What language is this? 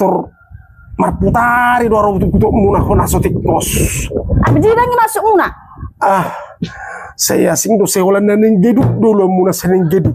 Batak Toba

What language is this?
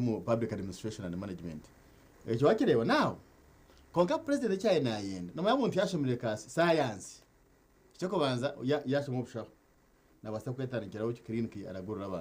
Nyankole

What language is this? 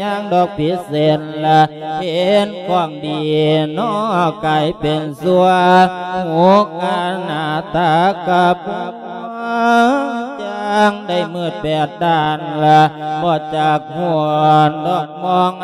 Lao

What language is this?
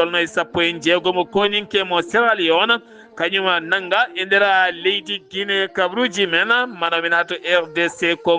Fula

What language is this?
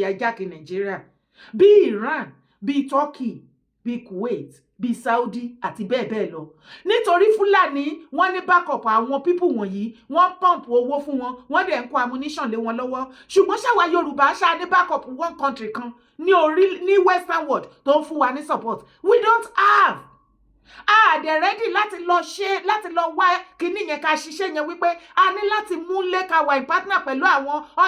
Yoruba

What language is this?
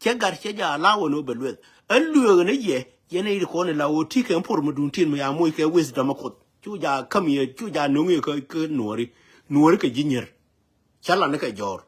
Nuer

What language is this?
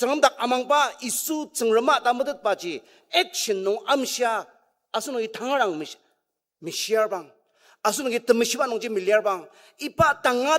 Ao Naga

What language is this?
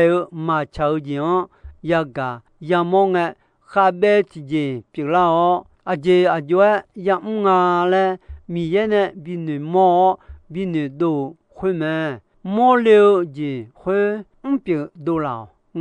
Akha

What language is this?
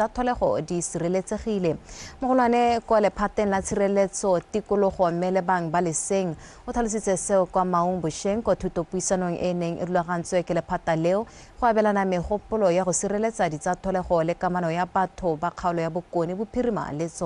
Tswana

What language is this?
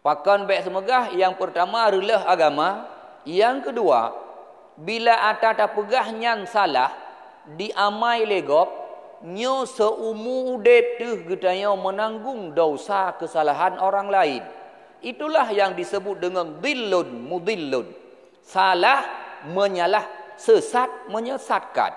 Achinese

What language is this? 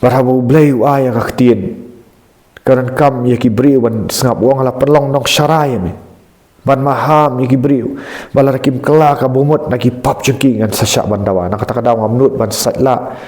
Khasi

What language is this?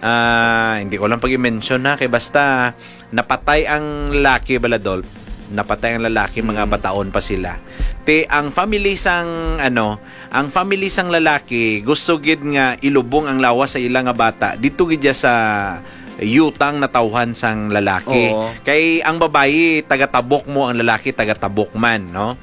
Hiligaynon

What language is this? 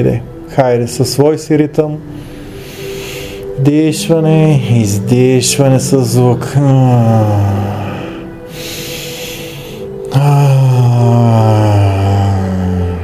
Bulgarian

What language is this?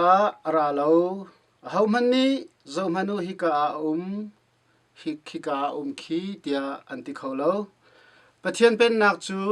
Hakha Chin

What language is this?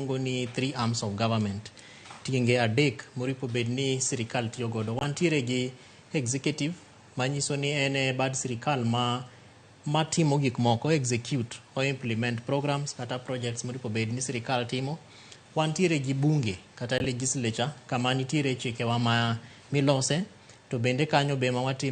Luo (Kenya and Tanzania)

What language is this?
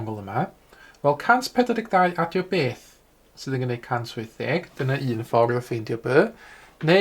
Welsh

